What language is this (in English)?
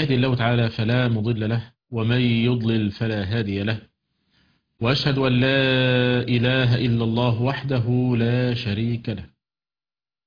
Arabic